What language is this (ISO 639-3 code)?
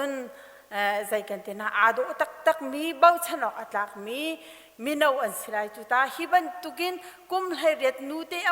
cnh